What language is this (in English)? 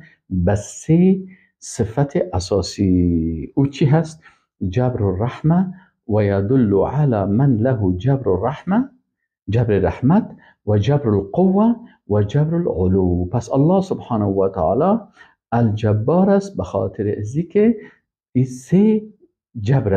Persian